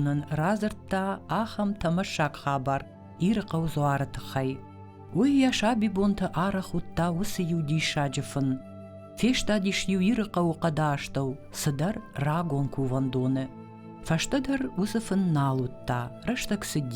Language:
Ossetic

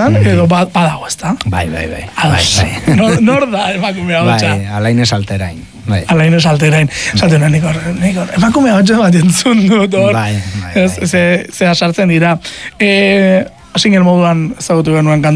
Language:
Basque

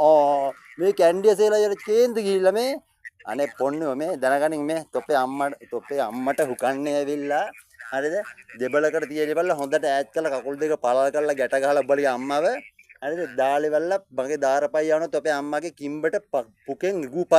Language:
Sinhala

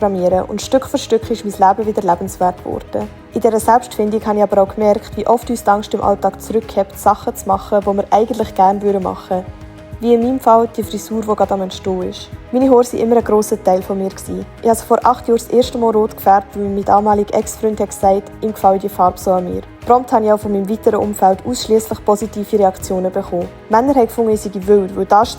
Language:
Swiss German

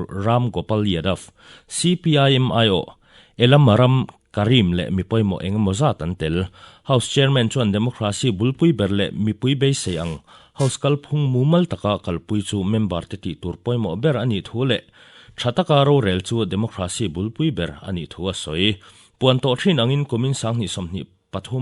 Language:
Mizo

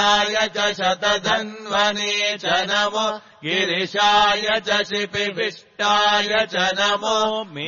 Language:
Sanskrit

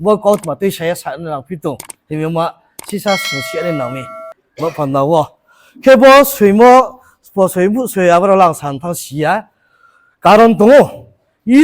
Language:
Riang (India)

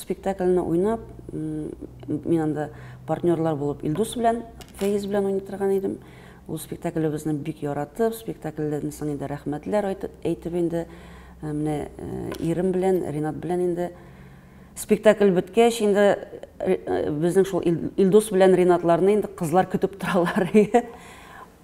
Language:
Tatar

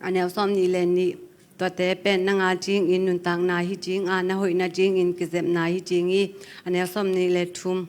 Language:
Tedim Chin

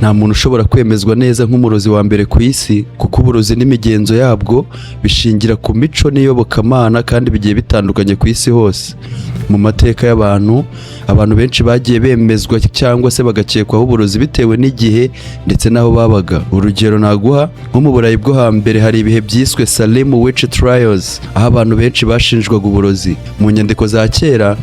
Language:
Kinyarwanda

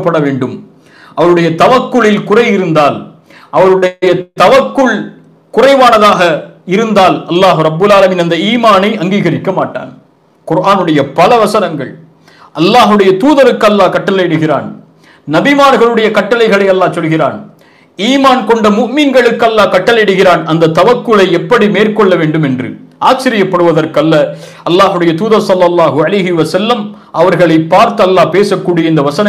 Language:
Tamil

